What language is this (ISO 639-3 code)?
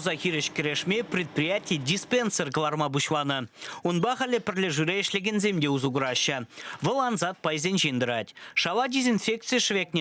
chv